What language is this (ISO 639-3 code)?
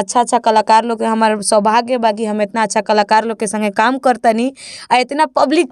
bho